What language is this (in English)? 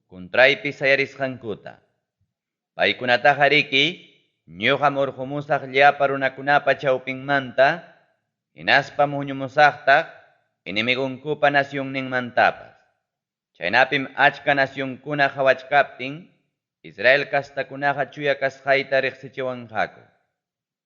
Ayacucho Quechua